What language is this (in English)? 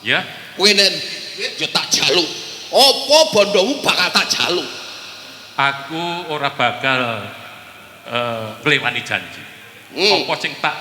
Javanese